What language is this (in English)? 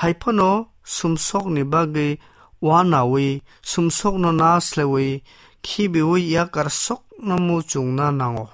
Kok Borok